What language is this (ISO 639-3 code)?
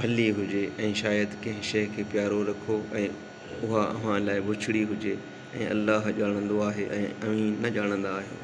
snd